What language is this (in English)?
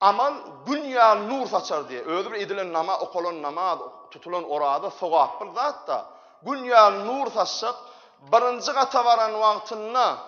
Turkmen